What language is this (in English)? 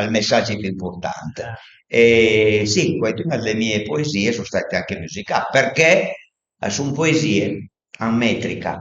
Piedmontese